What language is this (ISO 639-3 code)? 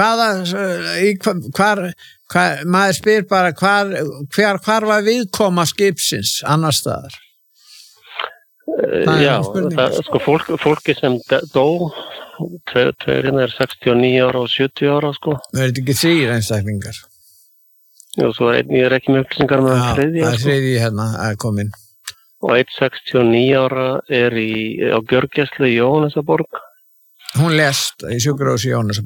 isl